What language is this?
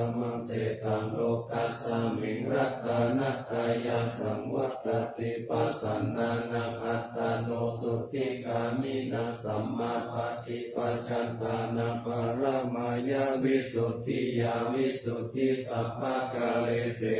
Pali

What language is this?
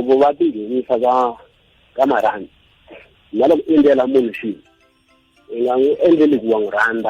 Tsonga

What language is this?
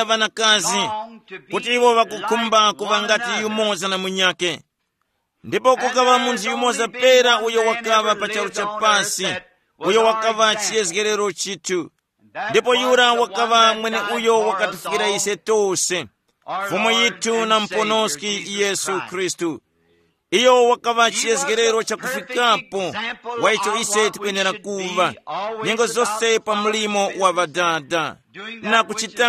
Tumbuka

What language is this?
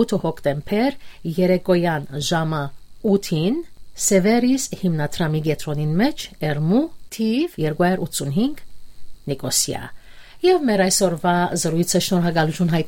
Armenian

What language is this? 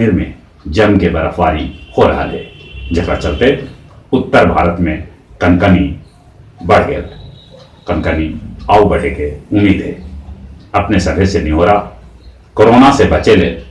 Magahi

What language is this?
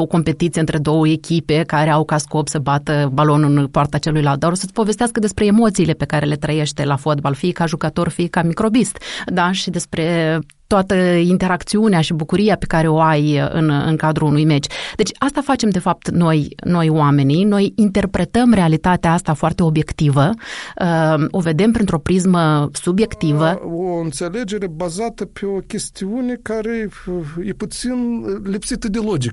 Romanian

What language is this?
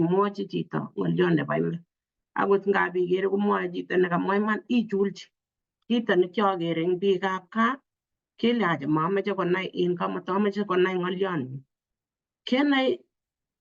Kalenjin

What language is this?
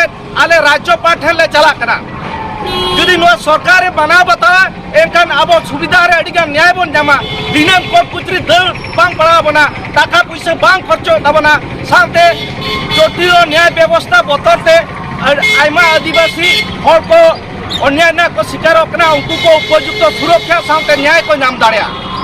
Santali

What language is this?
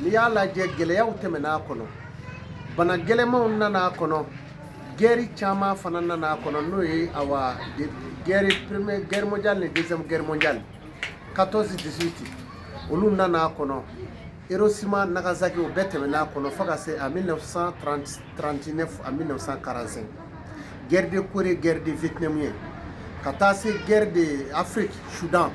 Bambara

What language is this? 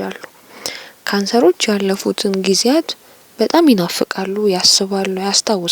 Amharic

